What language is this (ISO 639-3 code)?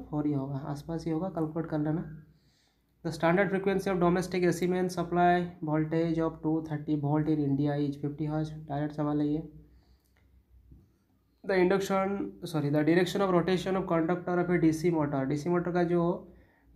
hin